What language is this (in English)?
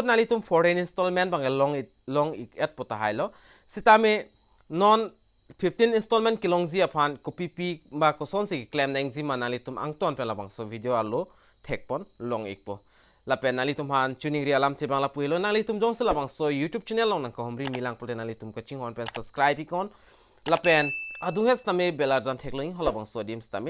Karbi